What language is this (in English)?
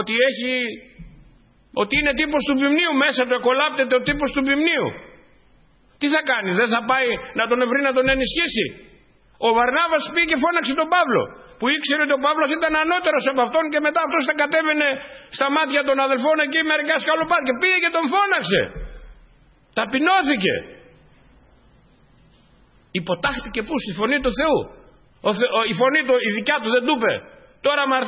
Greek